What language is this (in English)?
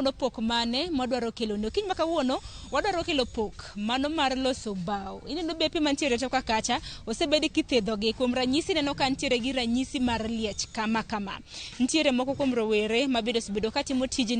Luo (Kenya and Tanzania)